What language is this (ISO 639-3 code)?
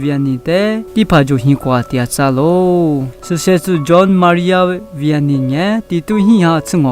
lis